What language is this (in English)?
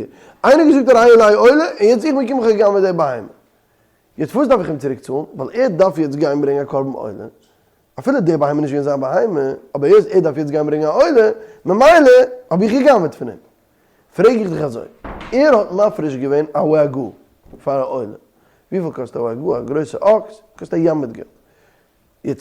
Yiddish